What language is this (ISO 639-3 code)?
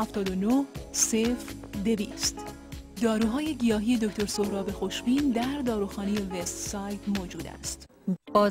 fas